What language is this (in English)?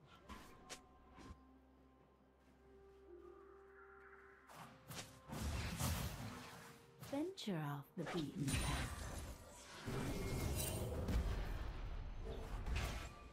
English